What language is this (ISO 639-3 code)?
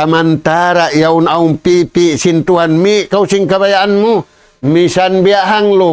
tsg